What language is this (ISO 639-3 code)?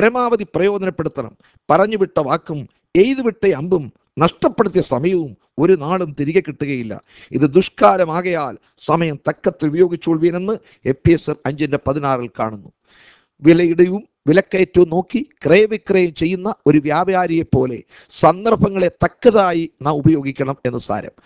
mal